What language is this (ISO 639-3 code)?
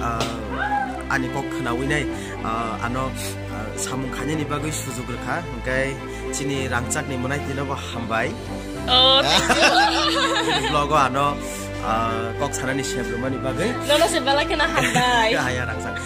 trp